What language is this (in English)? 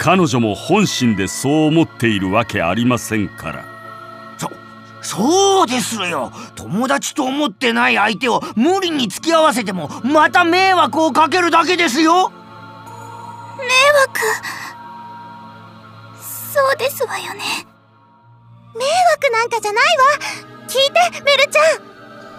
Japanese